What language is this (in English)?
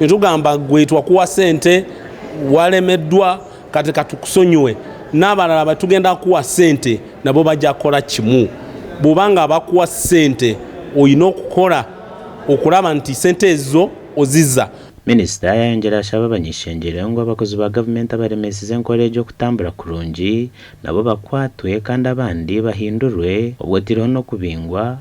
Nyankole